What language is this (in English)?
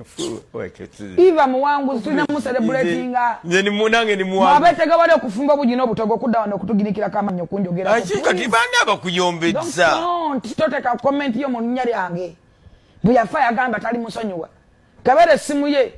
Ganda